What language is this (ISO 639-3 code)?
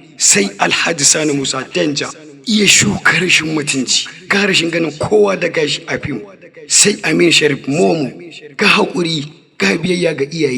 hau